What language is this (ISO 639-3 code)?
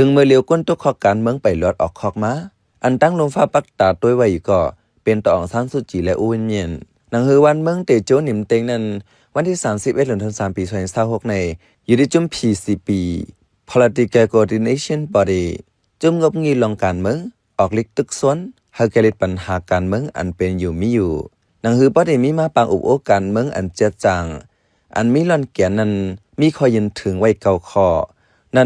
shn